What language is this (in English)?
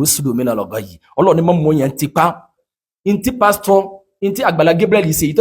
Yoruba